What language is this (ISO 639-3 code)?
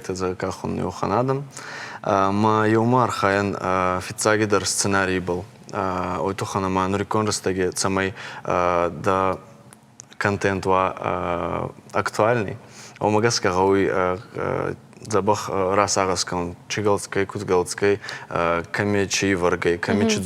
oss